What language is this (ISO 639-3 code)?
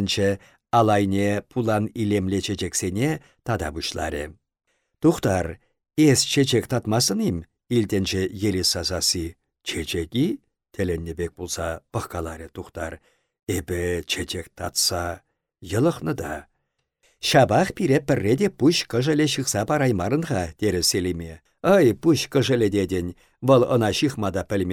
chv